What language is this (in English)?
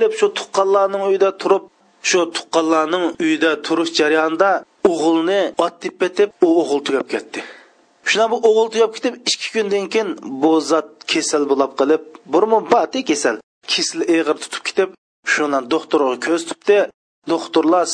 Uyghur